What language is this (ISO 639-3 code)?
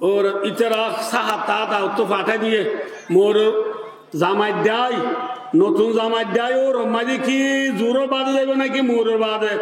rhg